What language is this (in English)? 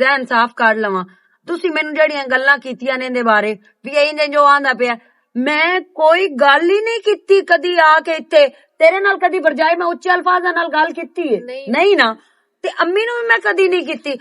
Western Panjabi